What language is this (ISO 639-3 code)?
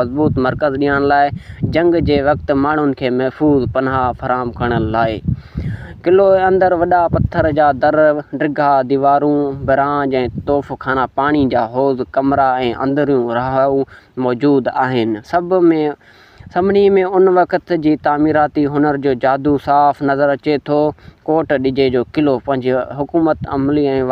snd